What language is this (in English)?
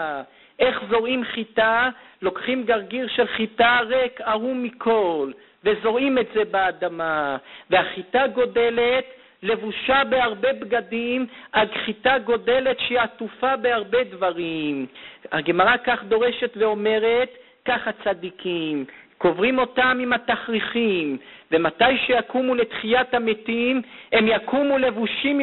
Hebrew